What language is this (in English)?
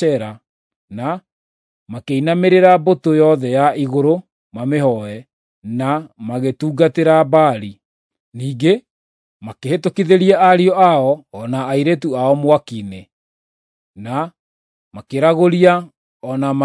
Kikuyu